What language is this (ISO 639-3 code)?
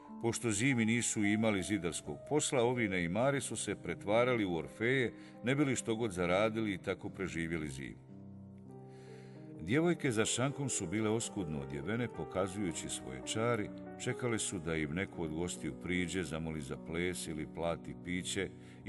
bos